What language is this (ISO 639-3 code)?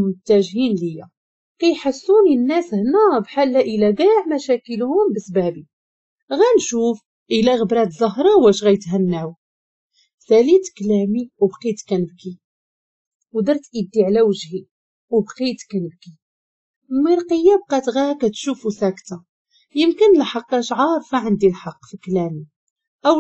ary